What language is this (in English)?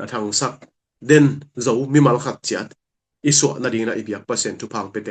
Tedim Chin